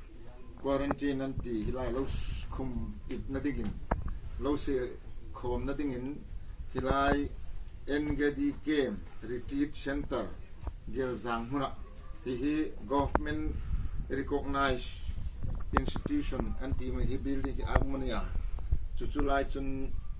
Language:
Hmar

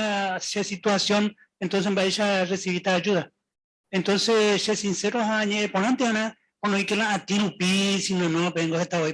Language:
Guarani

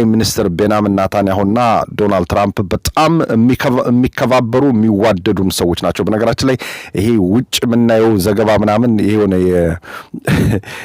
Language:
Amharic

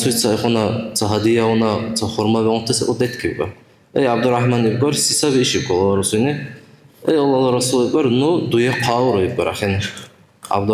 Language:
Dargwa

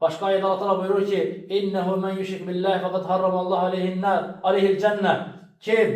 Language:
Azerbaijani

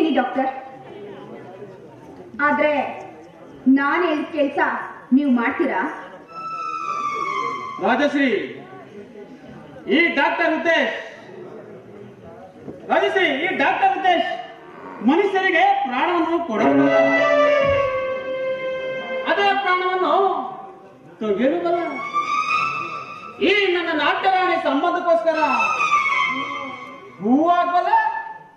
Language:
Kannada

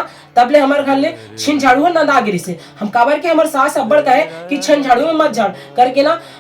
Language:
Chhattisgarhi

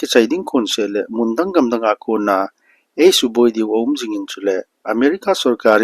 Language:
Thado Chin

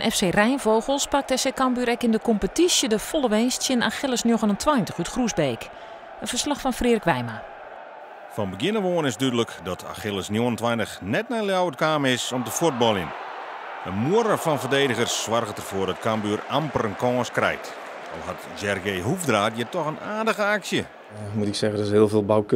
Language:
Western Frisian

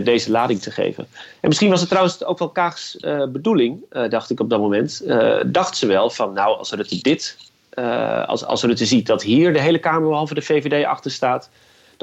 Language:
Dutch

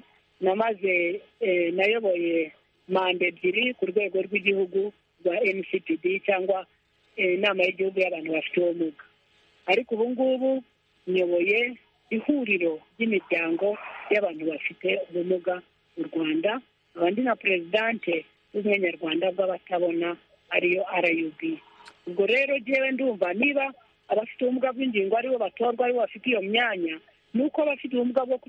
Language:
Kinyarwanda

